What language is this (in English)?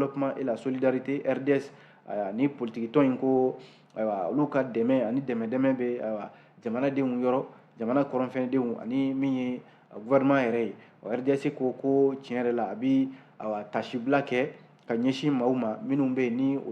Bambara